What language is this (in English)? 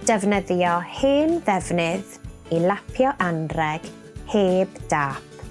Welsh